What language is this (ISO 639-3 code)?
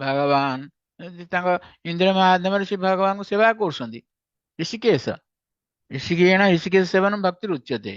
ori